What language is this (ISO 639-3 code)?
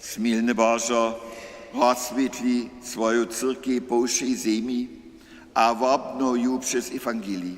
hsb